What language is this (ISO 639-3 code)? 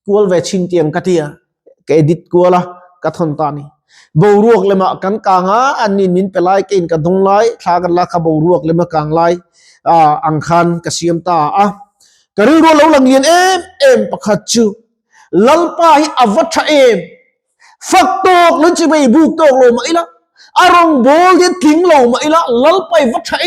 lus